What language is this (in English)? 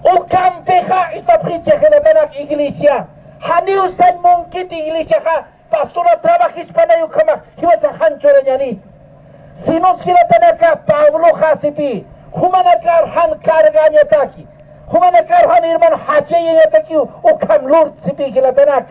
Aymara